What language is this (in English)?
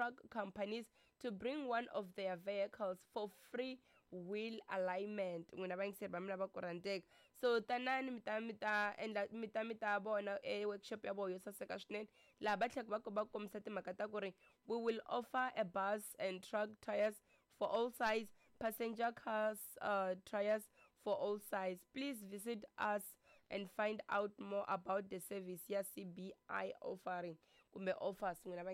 Tsonga